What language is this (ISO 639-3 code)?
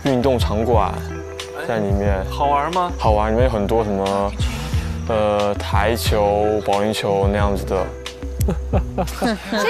zho